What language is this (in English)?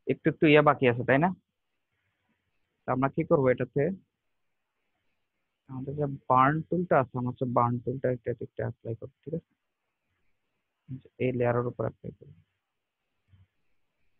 Bangla